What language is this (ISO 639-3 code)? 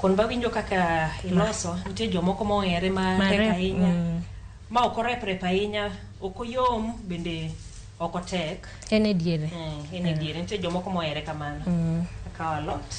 luo